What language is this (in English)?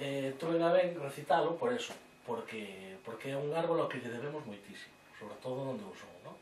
Galician